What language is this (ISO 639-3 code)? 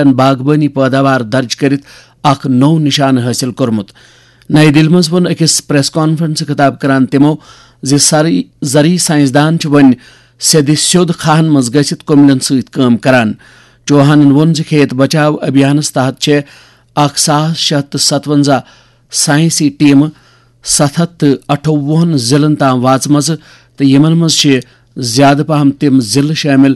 kas